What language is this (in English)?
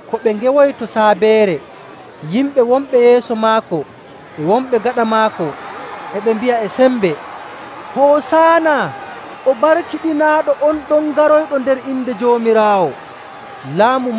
Nigerian Fulfulde